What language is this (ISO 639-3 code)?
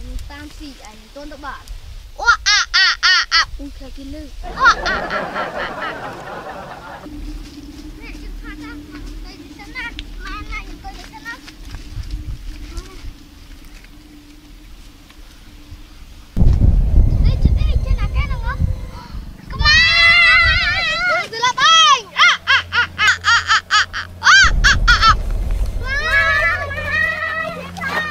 vie